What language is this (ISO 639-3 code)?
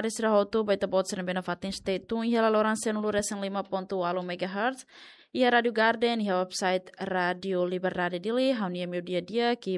tet